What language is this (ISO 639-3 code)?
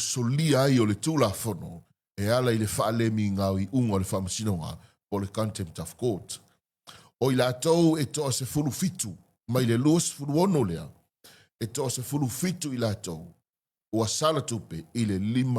smo